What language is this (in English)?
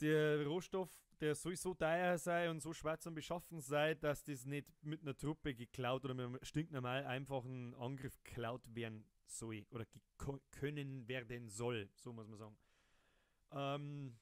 Bavarian